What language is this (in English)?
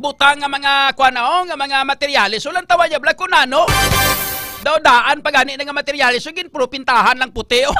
Hiligaynon